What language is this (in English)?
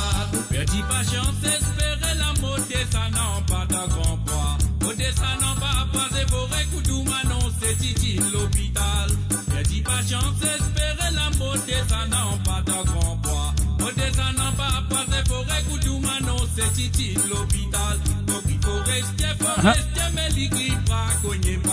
Morisyen